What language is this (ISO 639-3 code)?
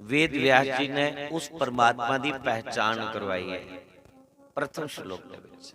doi